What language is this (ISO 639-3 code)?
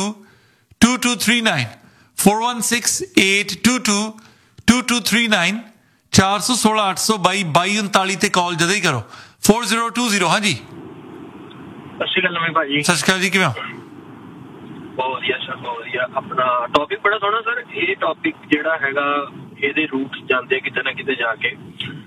pan